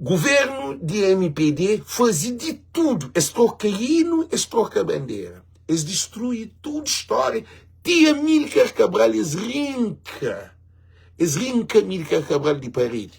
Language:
Kabuverdianu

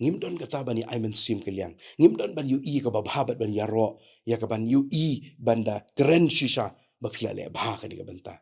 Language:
Khasi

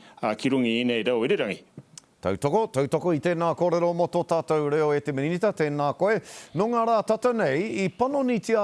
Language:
Māori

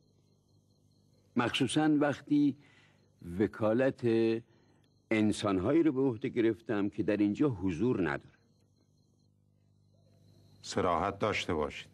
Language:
Persian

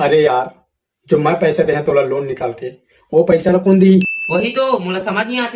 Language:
Chhattisgarhi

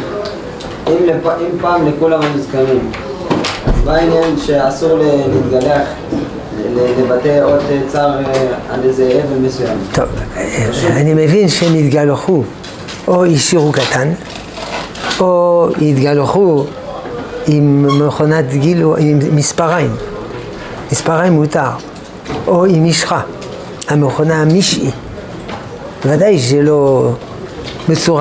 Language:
Hebrew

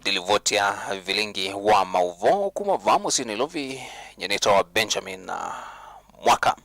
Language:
Kamba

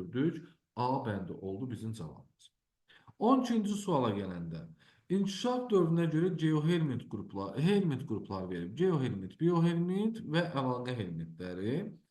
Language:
Azerbaijani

